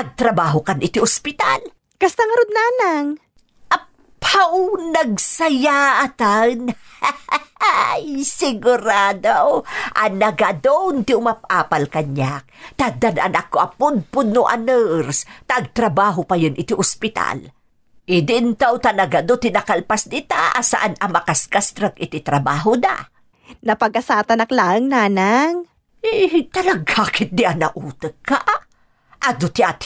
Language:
Iloko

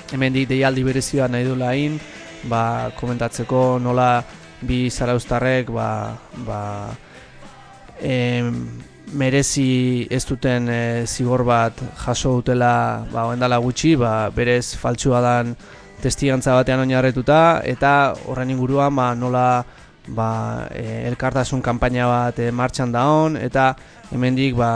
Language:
Basque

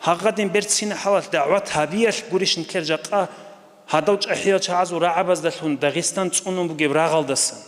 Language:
Avaric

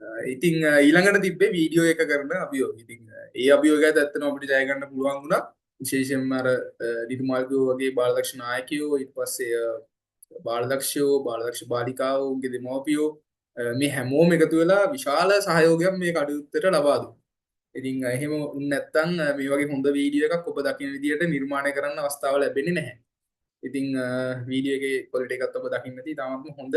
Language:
Sinhala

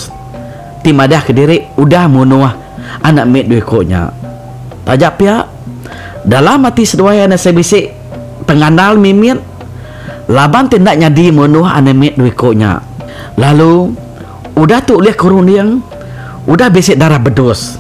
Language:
Iban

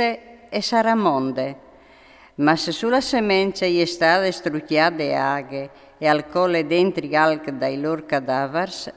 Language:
Friulian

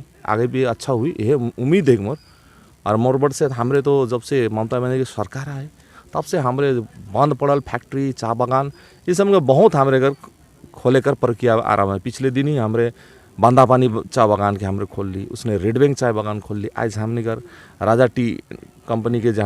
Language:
Sadri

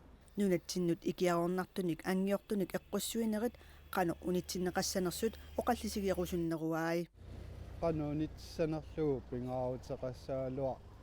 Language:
Kalaallisut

